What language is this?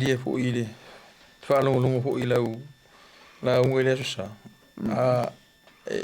Samoan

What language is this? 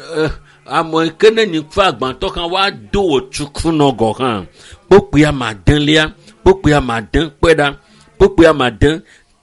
Ewe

